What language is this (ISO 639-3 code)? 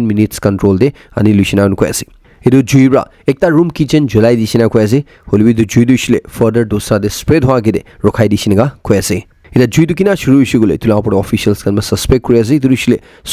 nag